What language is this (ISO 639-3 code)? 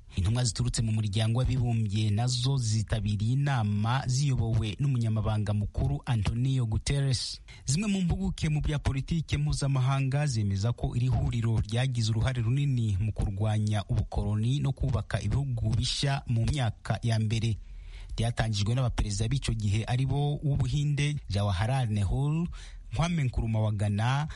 kin